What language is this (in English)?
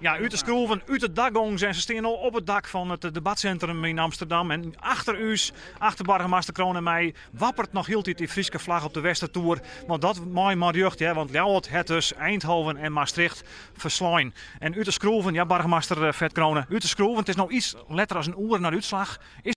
Western Frisian